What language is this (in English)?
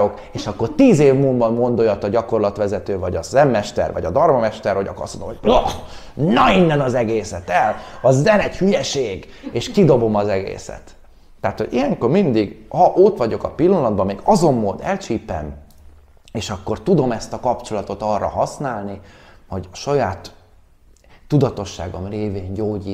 Hungarian